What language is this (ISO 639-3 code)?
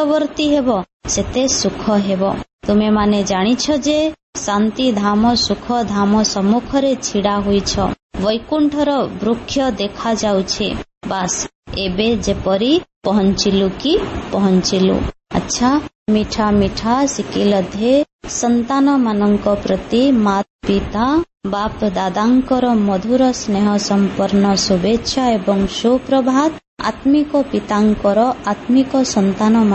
ori